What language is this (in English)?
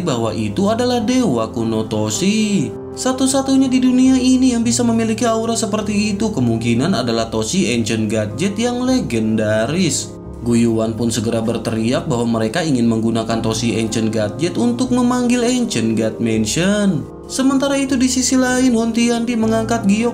Indonesian